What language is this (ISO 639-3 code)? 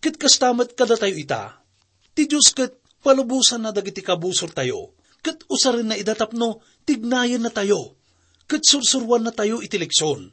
ilo